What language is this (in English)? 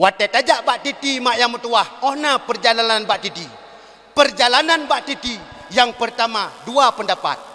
Achinese